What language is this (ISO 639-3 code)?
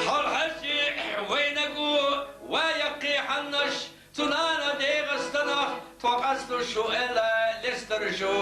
che